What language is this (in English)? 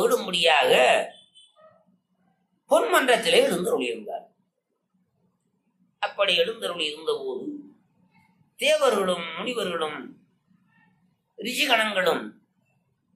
Tamil